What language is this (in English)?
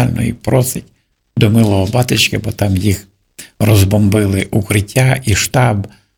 Ukrainian